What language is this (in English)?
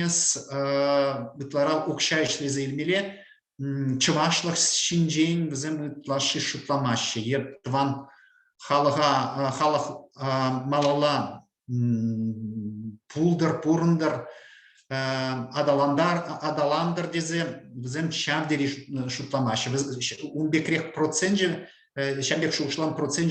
Chuvash